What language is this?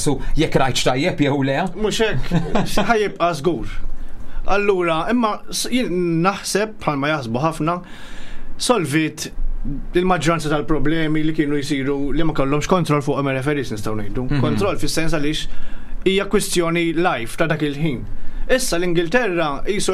Maltese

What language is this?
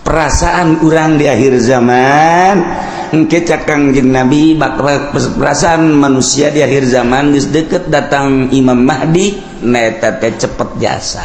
Sundanese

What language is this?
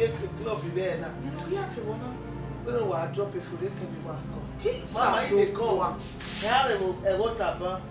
Bini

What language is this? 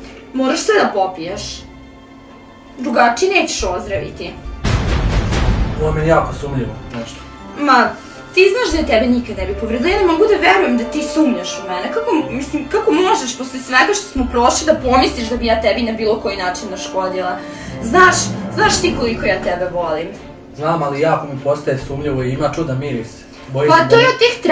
Serbian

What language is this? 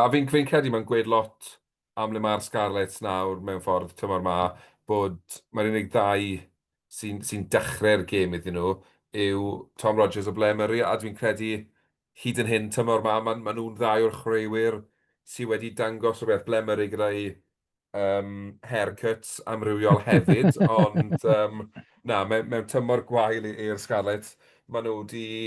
Welsh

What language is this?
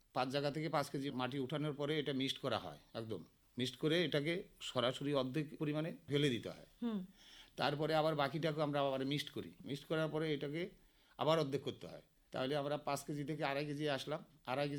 Bangla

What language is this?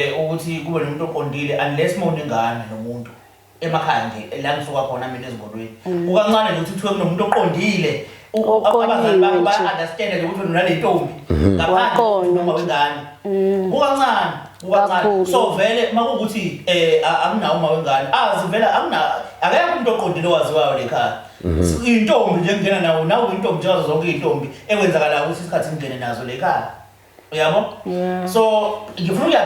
Zulu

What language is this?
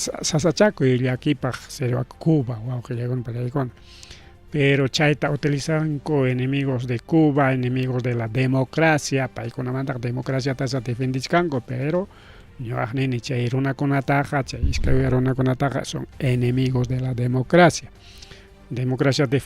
Ayacucho Quechua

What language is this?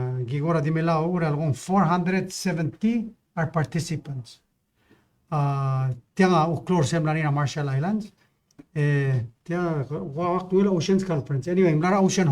Palauan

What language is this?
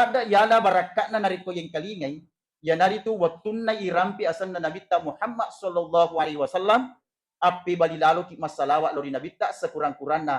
Buginese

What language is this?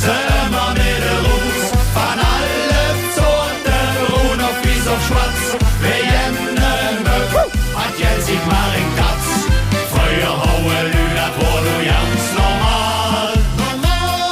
Limburgish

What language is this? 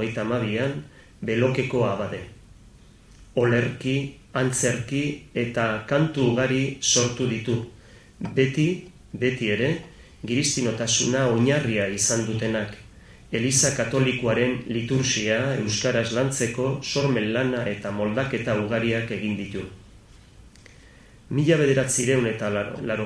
Basque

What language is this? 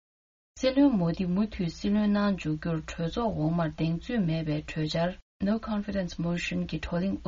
Tibetan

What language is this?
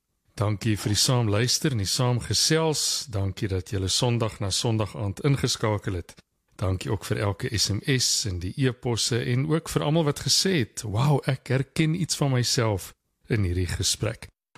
Afrikaans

